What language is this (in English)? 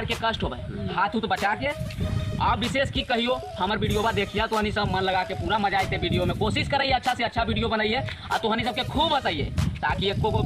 Magahi